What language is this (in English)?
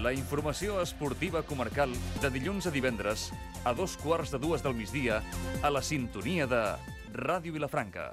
Catalan